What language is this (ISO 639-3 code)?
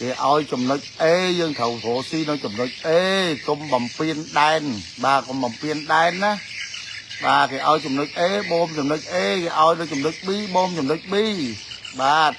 khm